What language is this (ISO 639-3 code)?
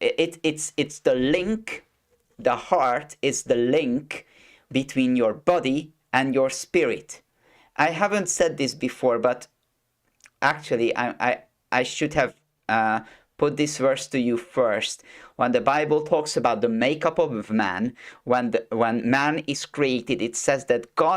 eng